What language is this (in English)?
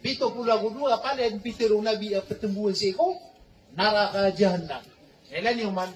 Maranao